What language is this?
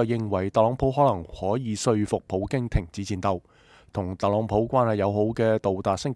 Cantonese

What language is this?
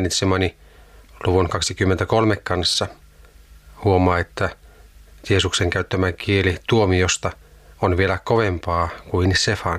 Finnish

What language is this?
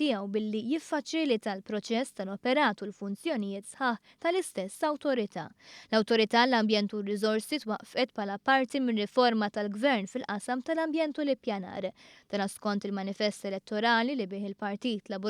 Maltese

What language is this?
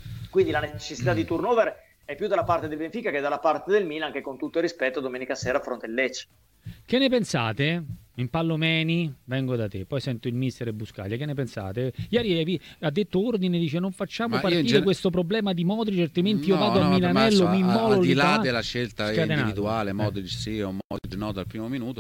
Italian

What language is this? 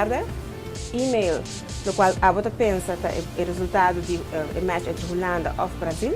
Papiamento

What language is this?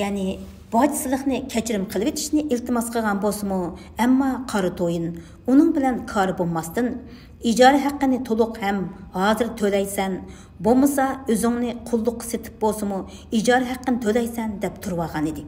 Uyghur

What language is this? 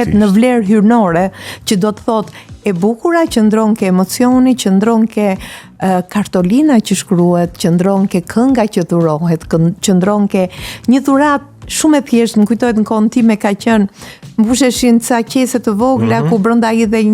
Albanian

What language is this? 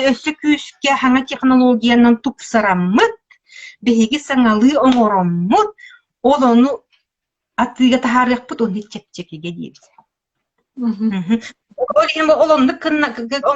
Yakut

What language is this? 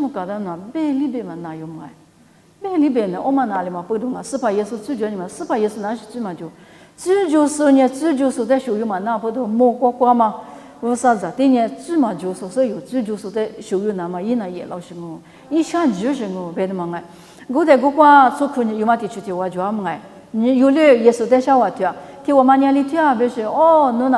Lisu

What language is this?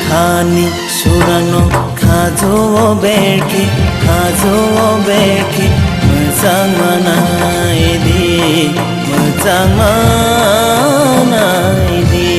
Kok Borok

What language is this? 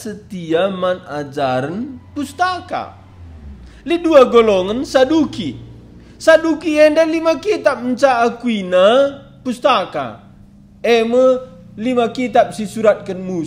Batak Karo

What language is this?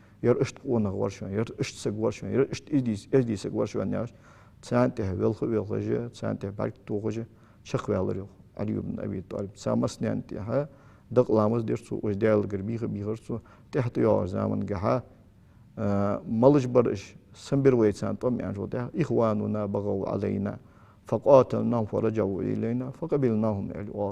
Ingush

